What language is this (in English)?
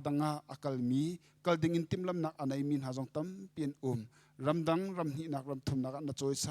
Hakha Chin